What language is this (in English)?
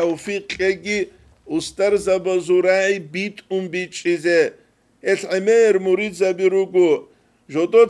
Avaric